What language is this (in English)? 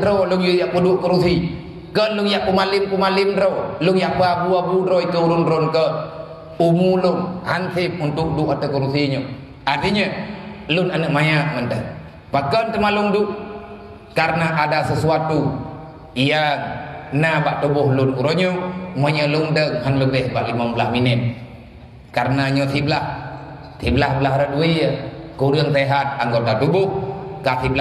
Achinese